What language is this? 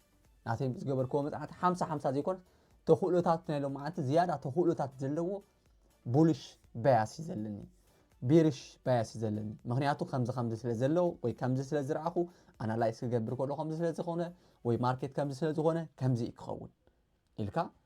Tigrinya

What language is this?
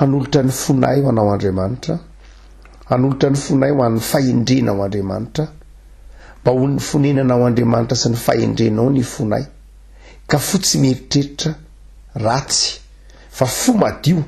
Malagasy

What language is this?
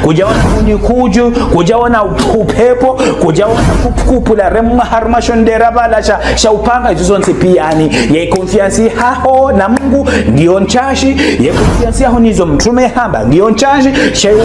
Ngazidja Comorian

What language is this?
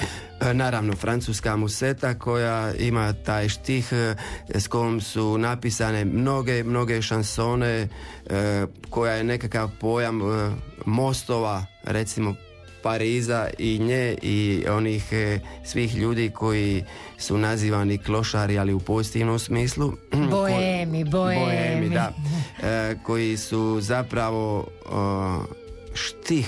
Croatian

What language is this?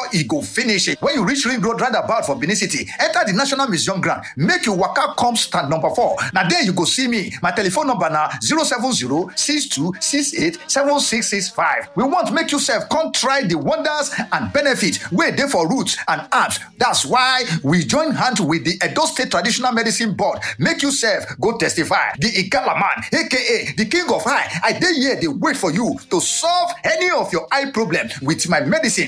Nigerian Pidgin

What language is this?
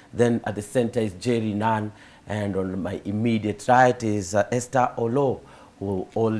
Swahili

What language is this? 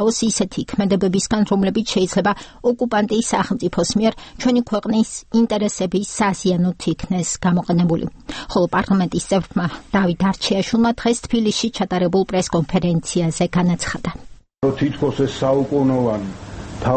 Georgian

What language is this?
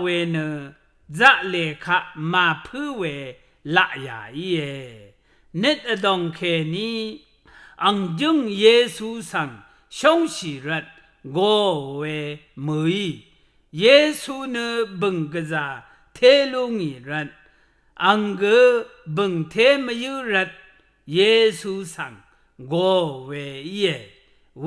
Rawang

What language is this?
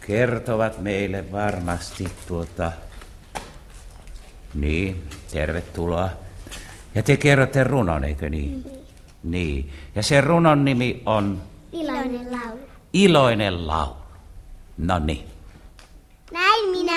Finnish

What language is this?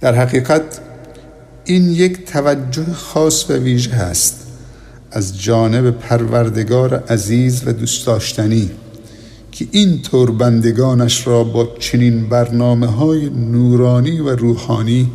Persian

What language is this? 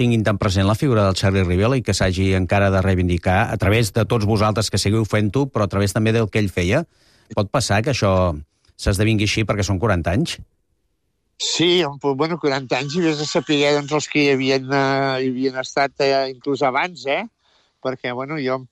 Catalan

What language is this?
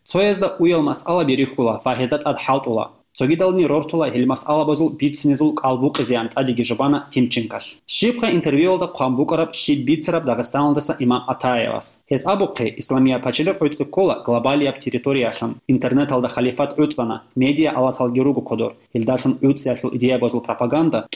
Avaric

